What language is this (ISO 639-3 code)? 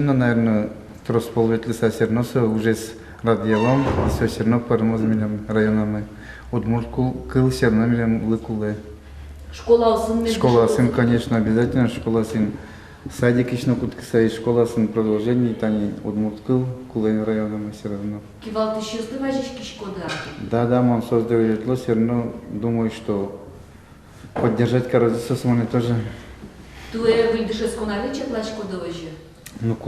udm